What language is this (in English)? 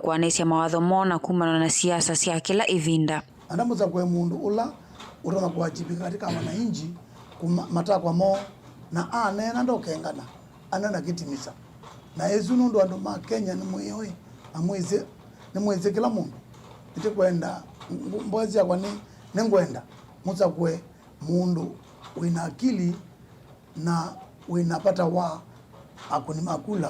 Kamba